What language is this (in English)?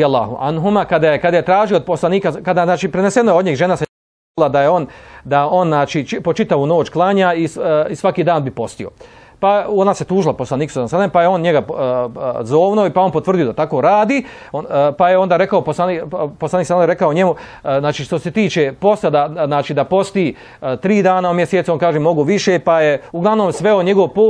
Bosnian